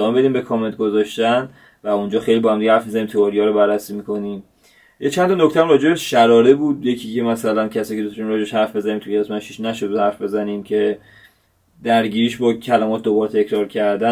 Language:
Persian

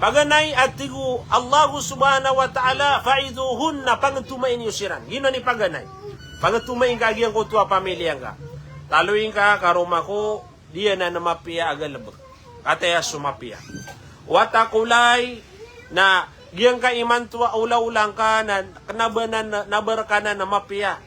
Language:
Maranao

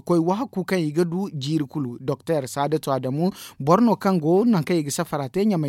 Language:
Zarma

